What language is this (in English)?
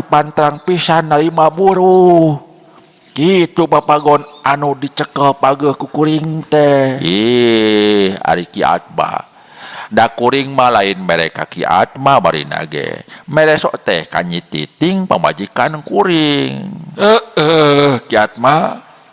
Sundanese